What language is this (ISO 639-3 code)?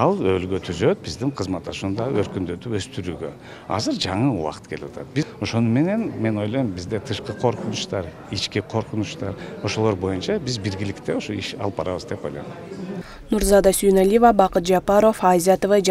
kir